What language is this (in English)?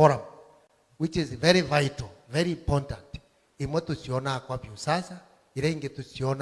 Meru